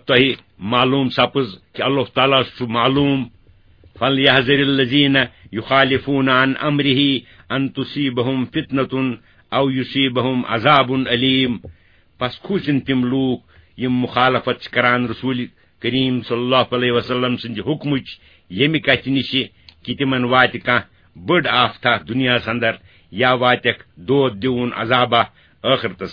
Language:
Kashmiri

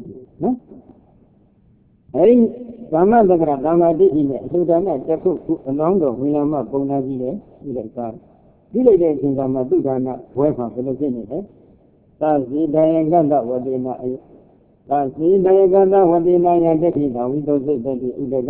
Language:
Burmese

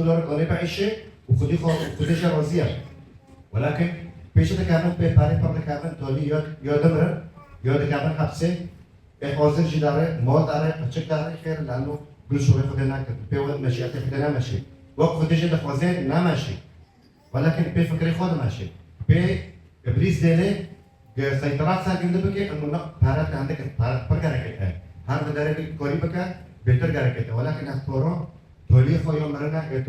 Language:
Kurdish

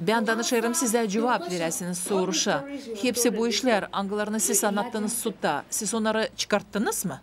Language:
Gagauz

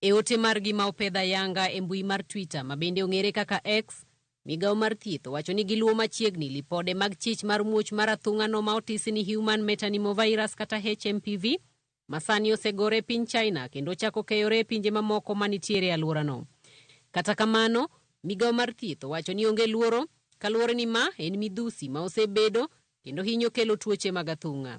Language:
Luo (Kenya and Tanzania)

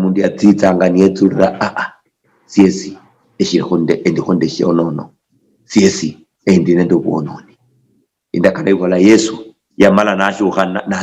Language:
Luyia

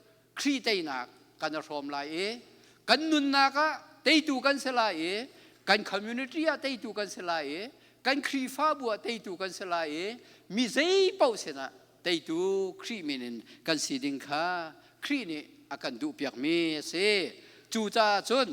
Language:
Hakha Chin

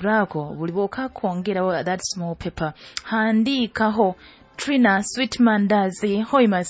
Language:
Nyoro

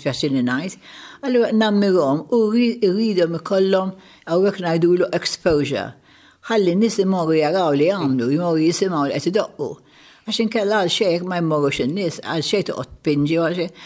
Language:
Maltese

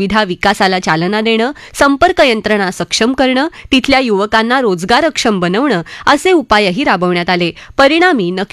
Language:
Marathi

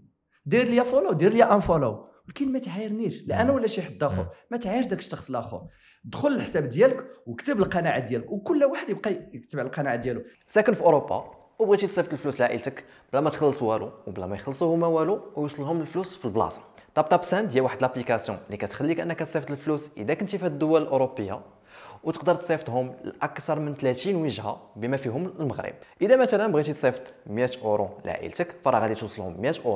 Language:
Moroccan Arabic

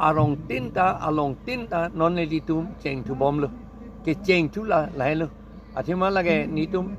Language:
Karbi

